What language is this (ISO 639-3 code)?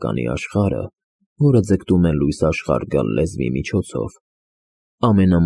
hye